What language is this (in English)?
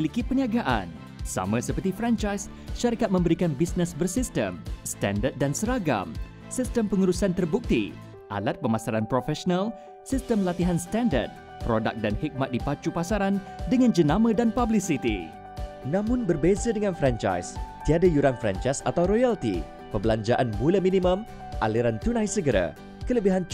Malay